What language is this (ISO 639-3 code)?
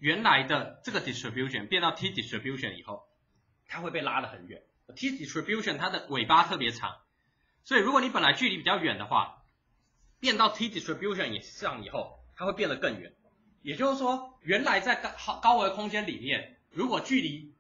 zho